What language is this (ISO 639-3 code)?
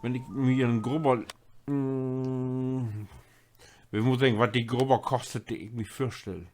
nds